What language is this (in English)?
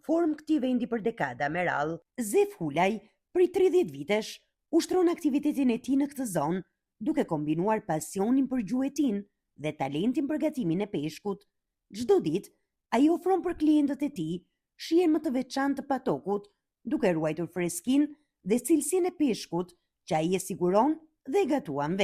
Albanian